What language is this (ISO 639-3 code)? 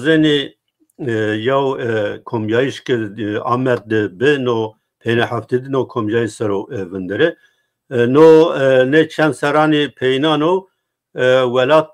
zza